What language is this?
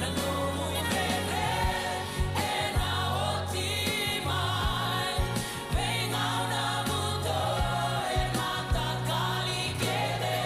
Fijian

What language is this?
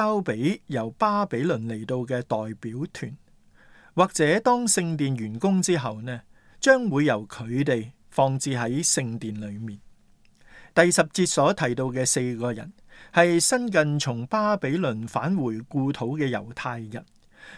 Cantonese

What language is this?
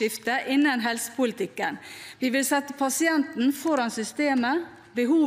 Norwegian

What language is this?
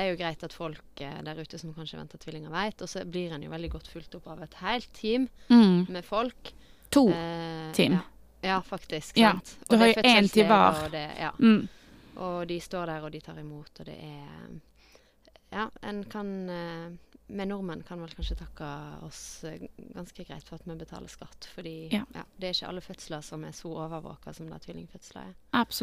Norwegian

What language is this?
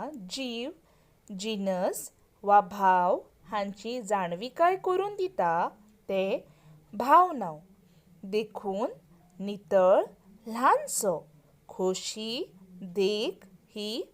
Konkani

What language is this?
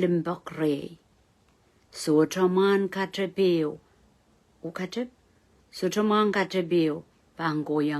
Pohnpeian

